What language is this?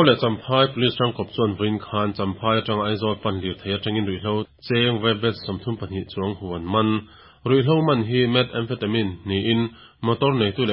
Mizo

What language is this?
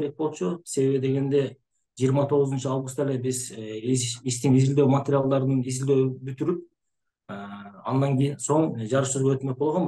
Kyrgyz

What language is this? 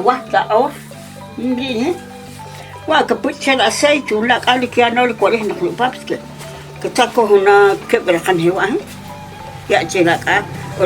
Achi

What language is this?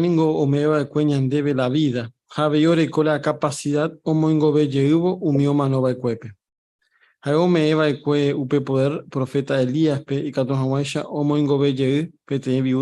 Guarani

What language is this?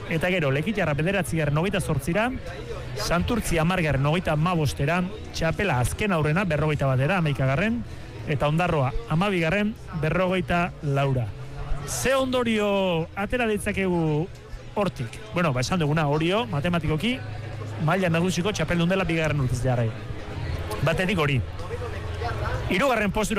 Basque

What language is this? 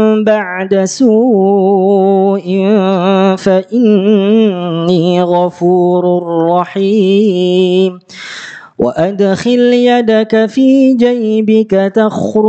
Arabic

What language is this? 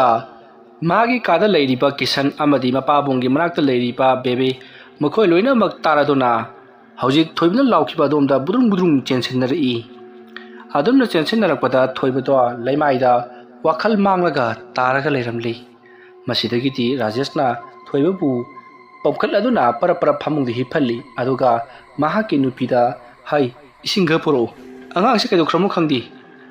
Manipuri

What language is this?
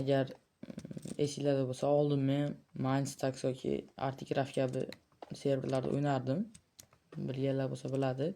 Uzbek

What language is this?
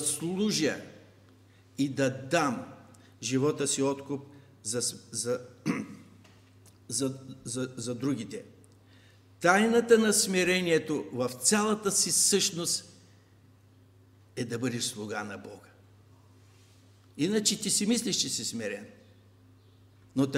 Bulgarian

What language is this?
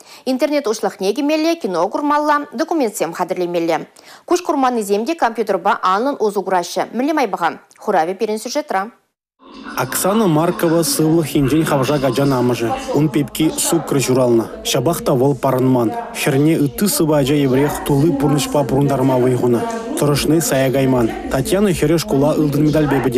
Chuvash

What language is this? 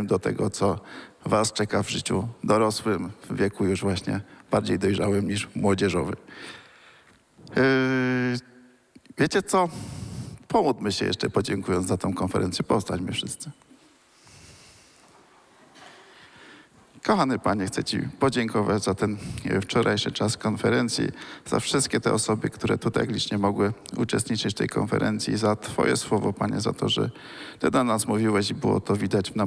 Polish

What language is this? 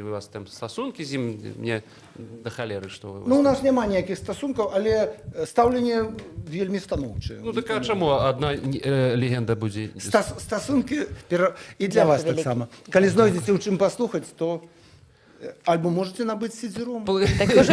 Belarusian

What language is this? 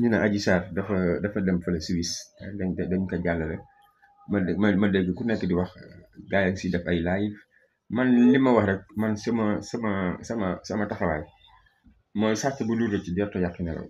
Wolof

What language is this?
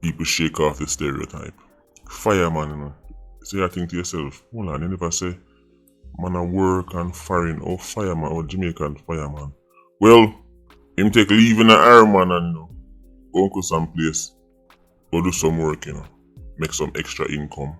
Jamaican Creole English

